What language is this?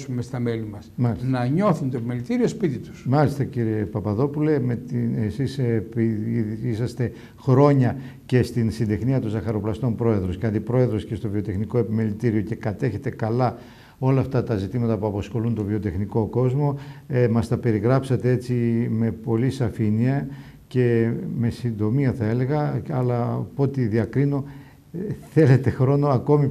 Greek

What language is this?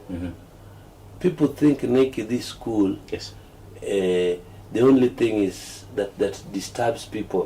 Luo (Kenya and Tanzania)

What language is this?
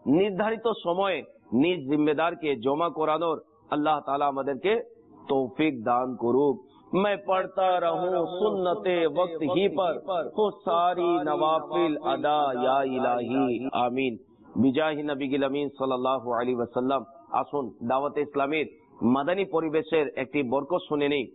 Bangla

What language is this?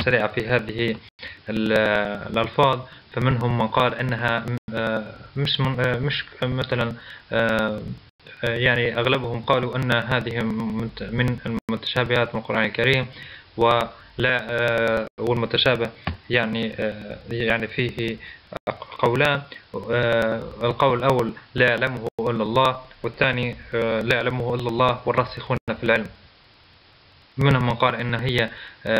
Arabic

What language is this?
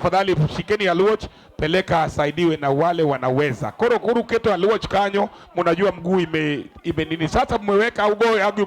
Luo (Kenya and Tanzania)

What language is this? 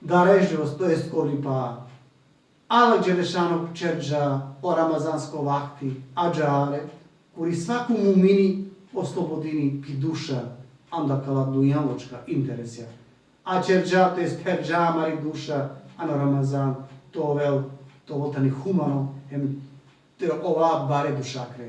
Balkan Romani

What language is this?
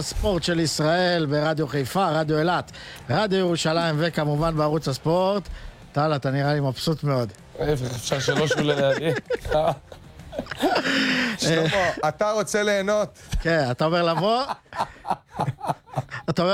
Hebrew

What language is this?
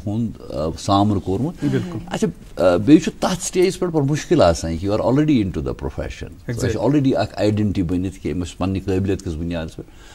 Kashmiri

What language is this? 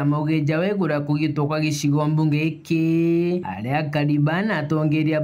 Meru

